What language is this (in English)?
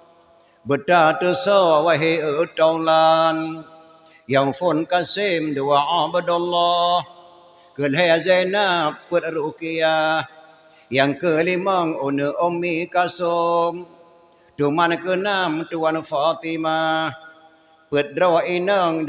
Achinese